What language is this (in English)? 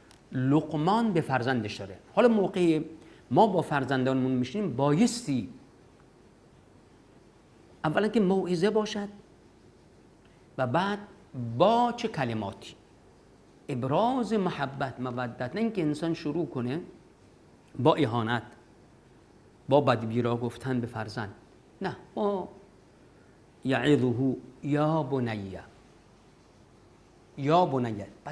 Persian